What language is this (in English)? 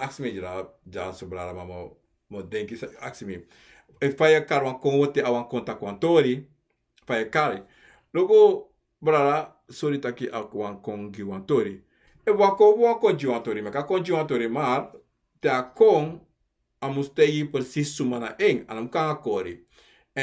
Sranan Tongo